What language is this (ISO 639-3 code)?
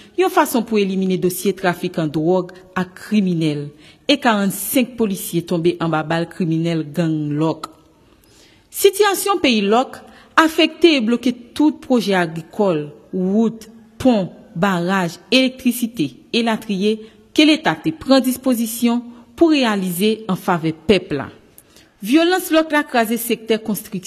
hat